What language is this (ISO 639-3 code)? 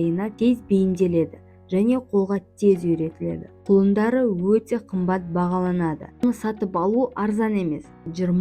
kaz